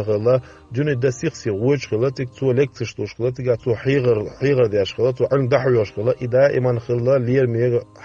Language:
Chechen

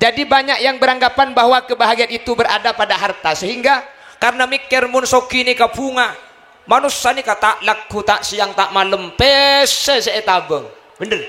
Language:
Madurese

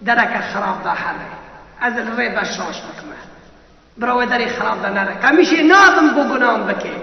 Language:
Kurdish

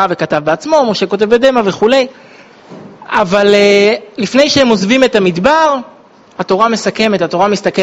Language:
Hebrew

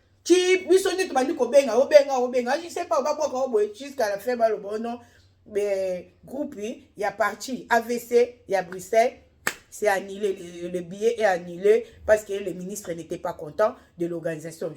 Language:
Lingala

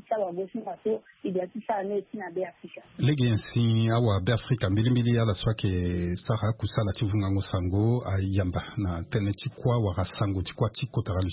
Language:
Sango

